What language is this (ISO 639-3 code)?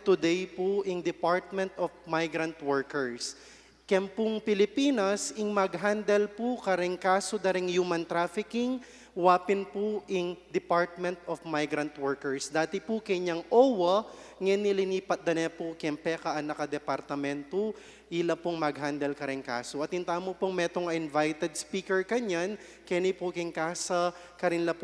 pam